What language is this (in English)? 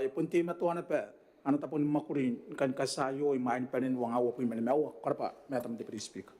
Gilbertese